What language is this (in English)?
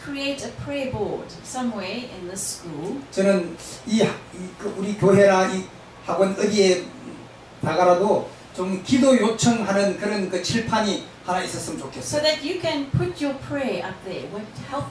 Korean